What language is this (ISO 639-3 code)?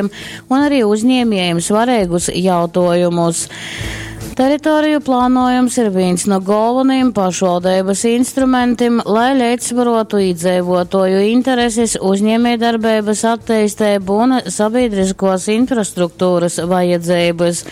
ltg